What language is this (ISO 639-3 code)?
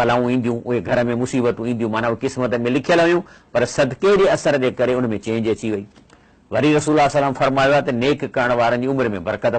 snd